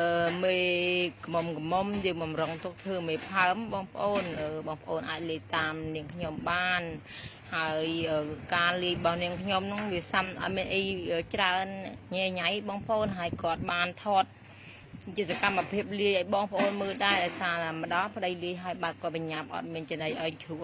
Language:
Khmer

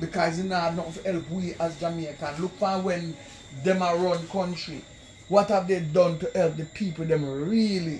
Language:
Jamaican Creole English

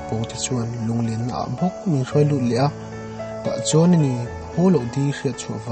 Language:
Mizo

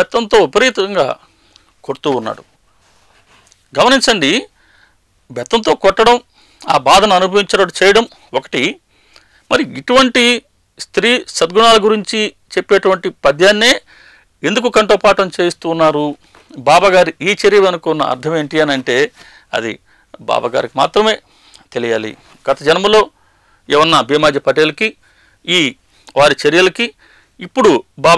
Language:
Telugu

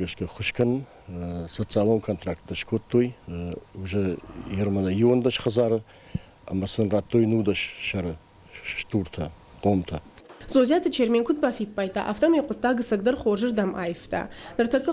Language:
Ossetic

